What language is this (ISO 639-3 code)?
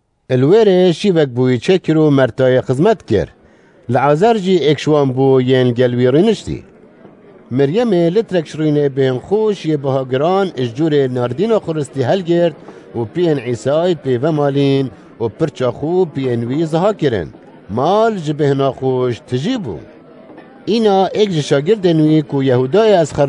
kur